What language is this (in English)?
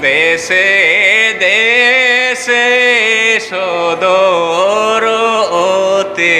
Santali